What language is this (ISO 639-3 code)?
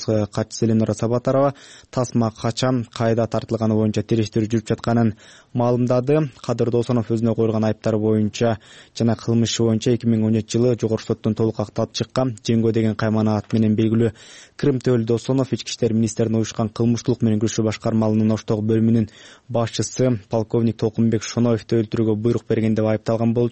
kir